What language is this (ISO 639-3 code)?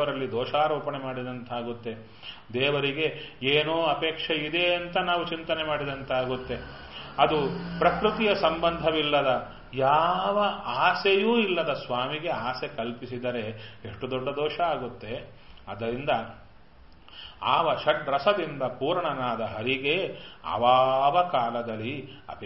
kan